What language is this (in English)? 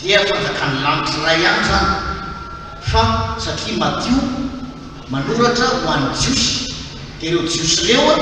Malagasy